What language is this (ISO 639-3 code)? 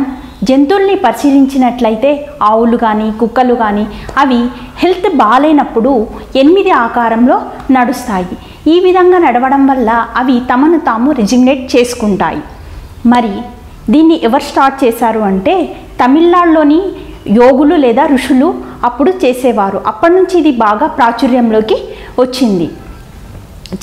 tel